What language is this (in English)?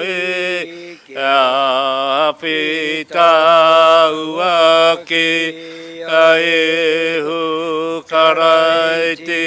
Māori